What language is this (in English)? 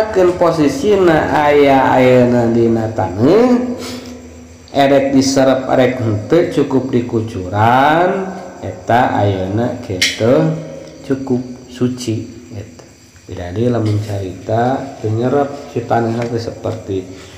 Sundanese